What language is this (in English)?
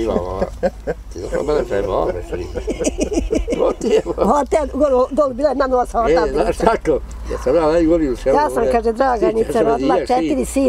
Bosnian